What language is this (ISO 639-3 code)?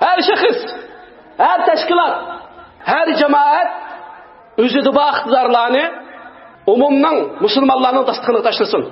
uig